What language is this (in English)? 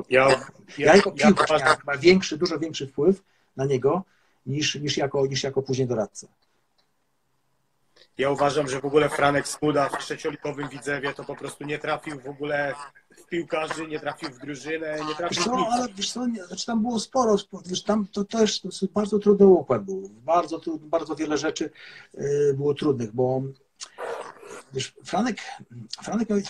Polish